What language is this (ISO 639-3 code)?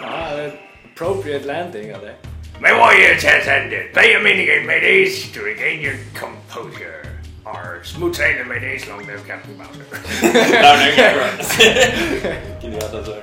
fao